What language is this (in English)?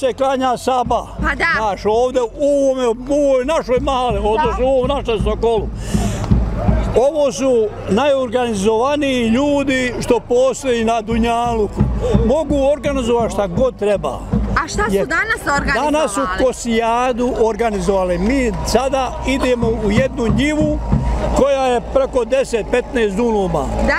Bosnian